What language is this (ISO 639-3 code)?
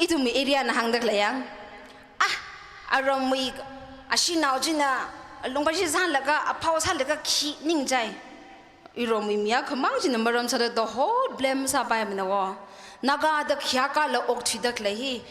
nmf